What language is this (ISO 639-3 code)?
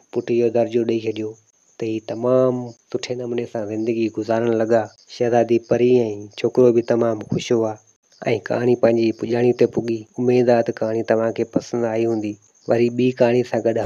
snd